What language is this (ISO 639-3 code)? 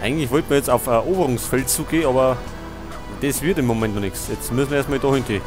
bar